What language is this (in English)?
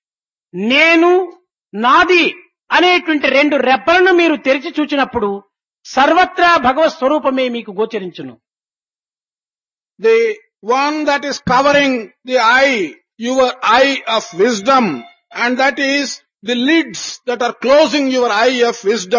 Telugu